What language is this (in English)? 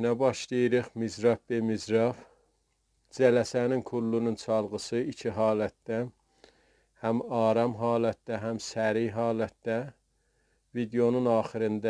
South Azerbaijani